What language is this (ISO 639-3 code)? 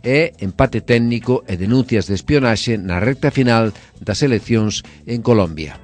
glg